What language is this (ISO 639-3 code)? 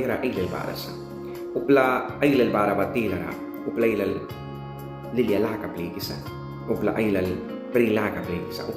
miq